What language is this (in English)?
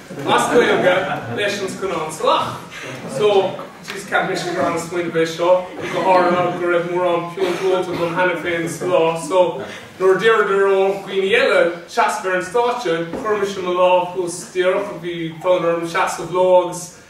Irish